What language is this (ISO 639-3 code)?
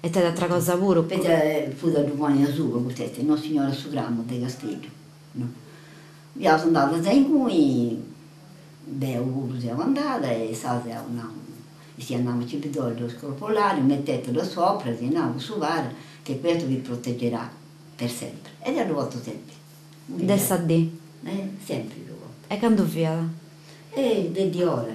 srd